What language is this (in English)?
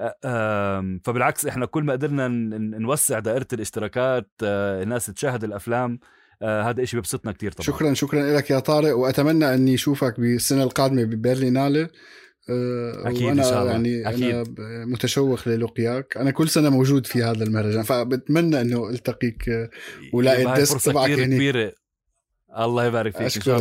North Levantine Arabic